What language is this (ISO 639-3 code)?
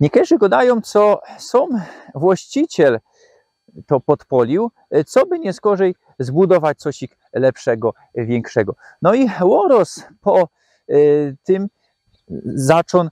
szl